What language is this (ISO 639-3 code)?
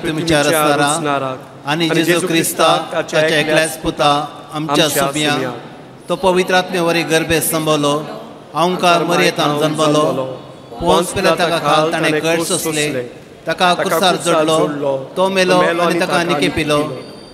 kok